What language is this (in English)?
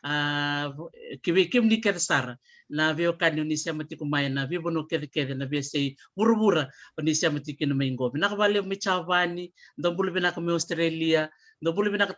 Fijian